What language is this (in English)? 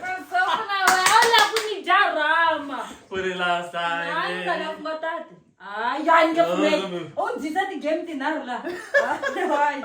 Tsonga